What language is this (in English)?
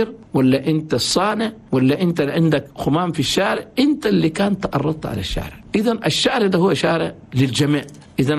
Chadian Arabic